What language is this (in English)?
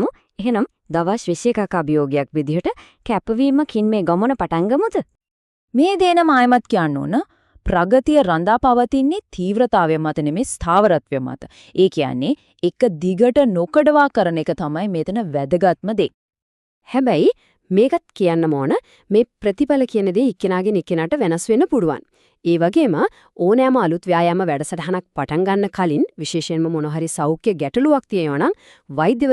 Sinhala